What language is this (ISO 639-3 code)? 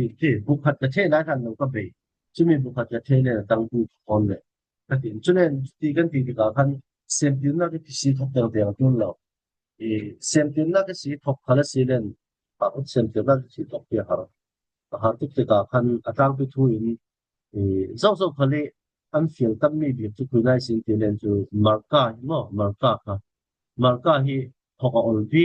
cfm